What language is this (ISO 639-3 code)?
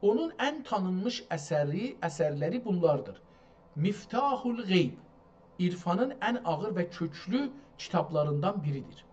azb